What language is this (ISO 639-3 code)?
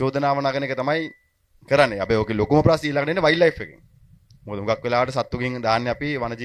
sin